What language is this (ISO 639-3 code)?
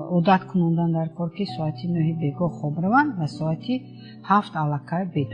tgk